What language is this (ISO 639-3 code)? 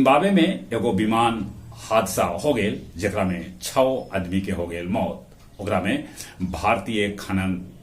mag